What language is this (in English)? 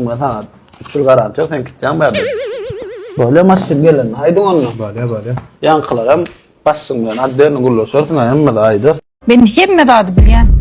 Turkmen